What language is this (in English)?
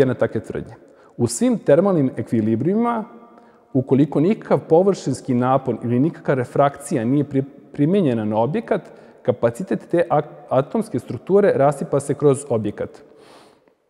Serbian